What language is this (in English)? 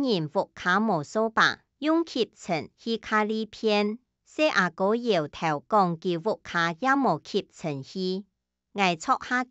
Hakka Chinese